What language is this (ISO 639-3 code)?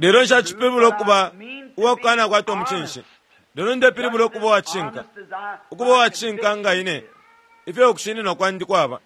bem